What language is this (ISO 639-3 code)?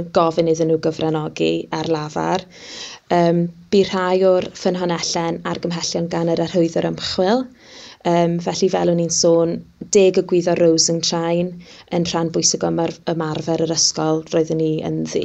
cym